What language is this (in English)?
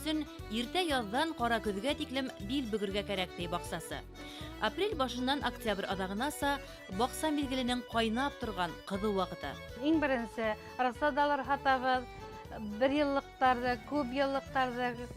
Bashkir